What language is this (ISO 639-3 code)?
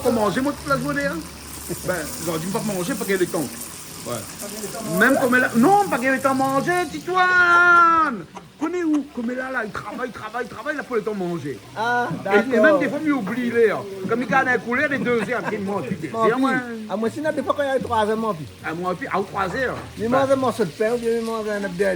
rcf